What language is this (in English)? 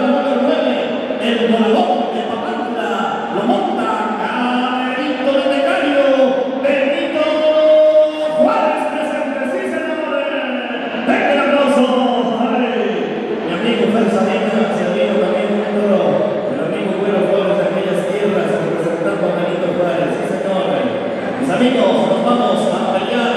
Spanish